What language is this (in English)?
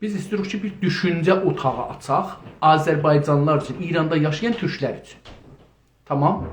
South Azerbaijani